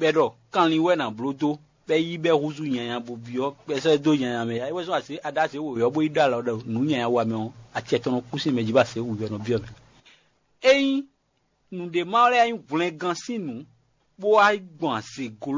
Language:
Fon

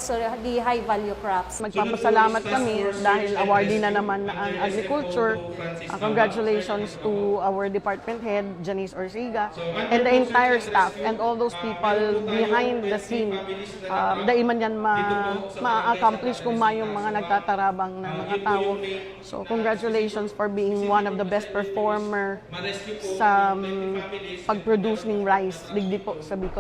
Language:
Bikol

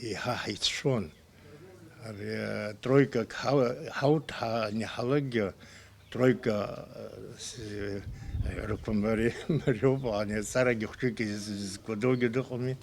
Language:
Abkhazian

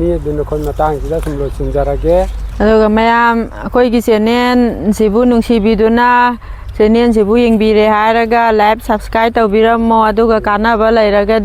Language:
Manipuri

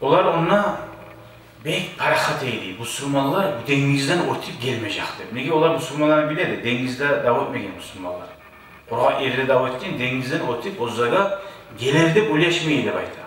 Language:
Kumyk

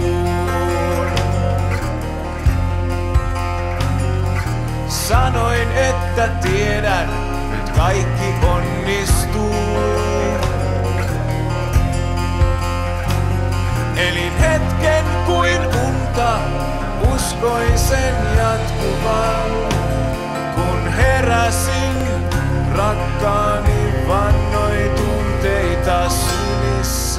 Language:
Finnish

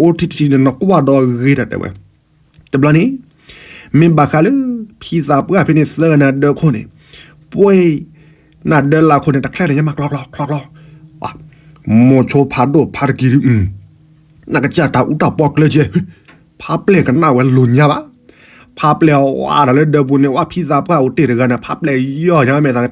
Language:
S'gaw Karen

